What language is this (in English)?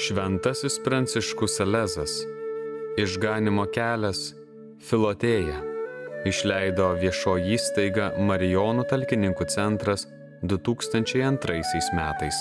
Lithuanian